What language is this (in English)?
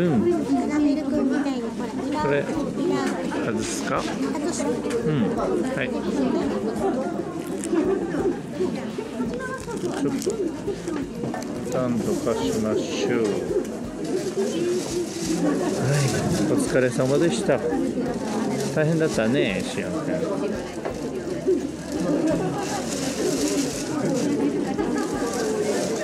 Japanese